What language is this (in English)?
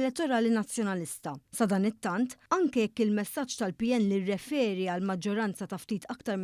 Maltese